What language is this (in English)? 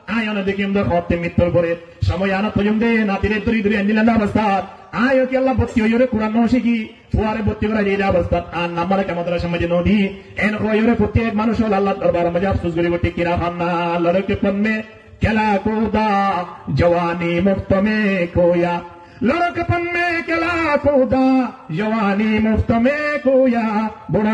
Rohingya